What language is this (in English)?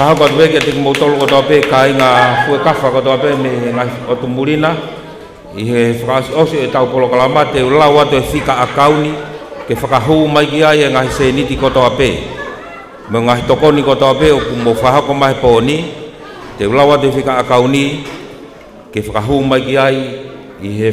Tongan